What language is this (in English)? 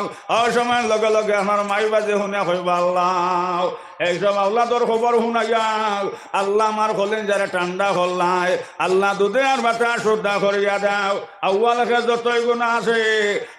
Sylheti